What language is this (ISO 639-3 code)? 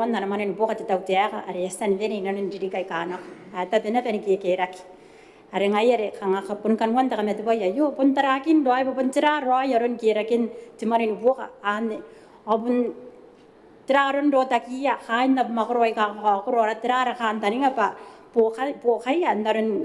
gil